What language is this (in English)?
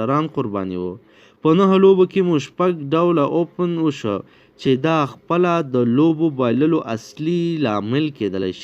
Pashto